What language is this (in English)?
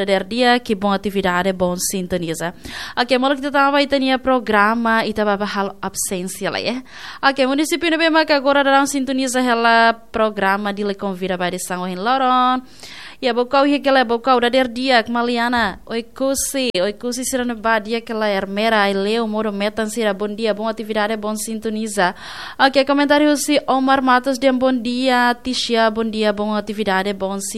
Tetum